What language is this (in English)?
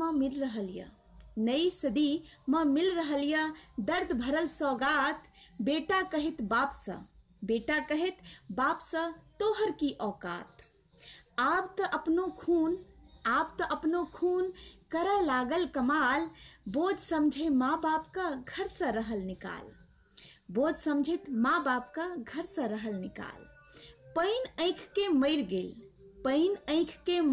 Maithili